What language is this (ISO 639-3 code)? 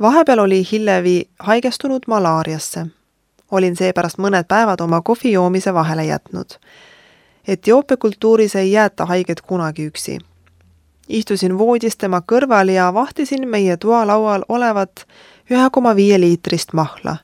est